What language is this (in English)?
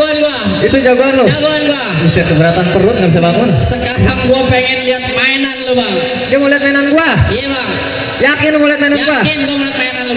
Betawi